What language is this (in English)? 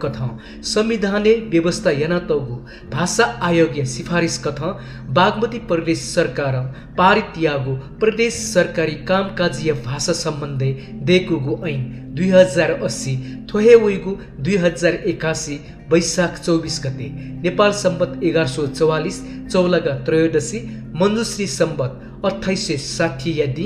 Newari